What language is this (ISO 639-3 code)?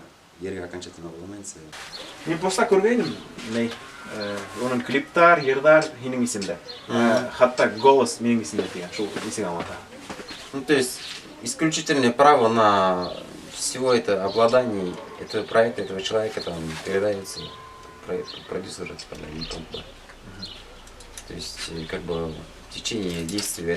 bak